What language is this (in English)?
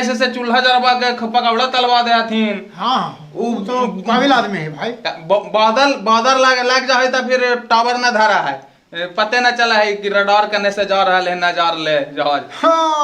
Magahi